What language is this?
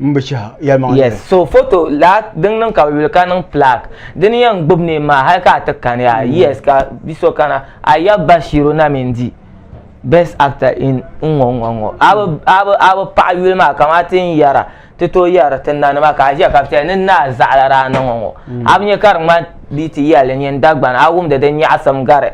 Dagbani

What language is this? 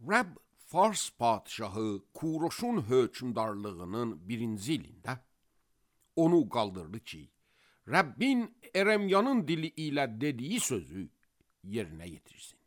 Azerbaijani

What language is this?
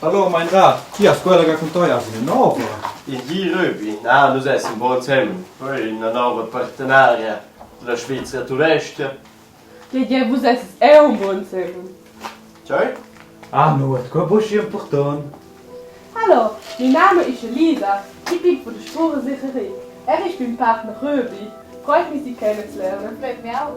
Romansh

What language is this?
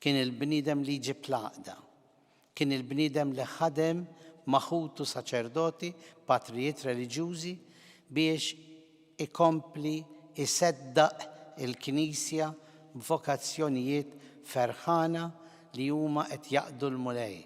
Maltese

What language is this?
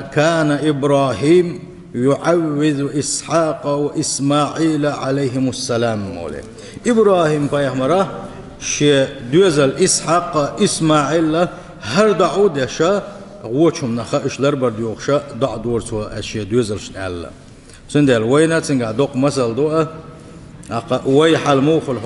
Chechen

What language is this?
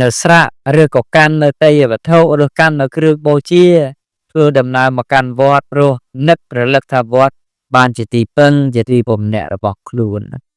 Khmer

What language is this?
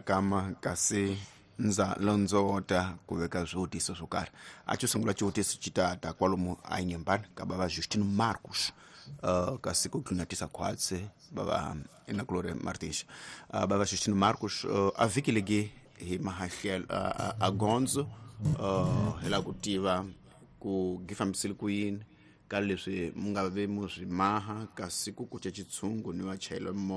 Tsonga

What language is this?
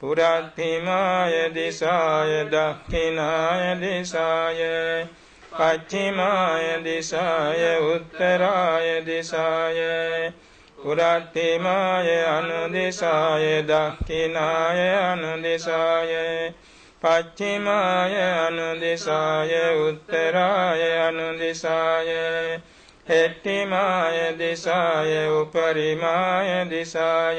Pali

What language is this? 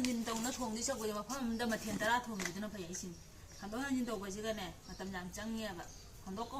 Manipuri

